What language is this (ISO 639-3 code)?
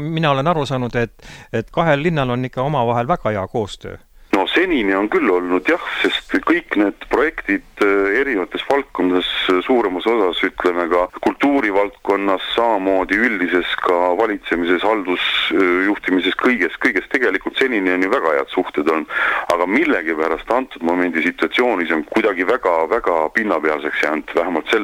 est